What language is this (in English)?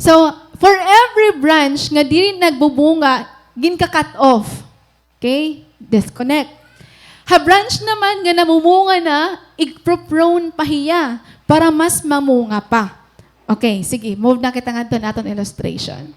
Waray